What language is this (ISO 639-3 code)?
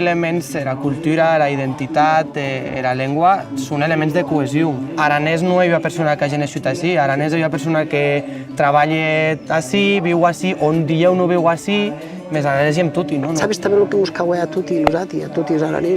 oci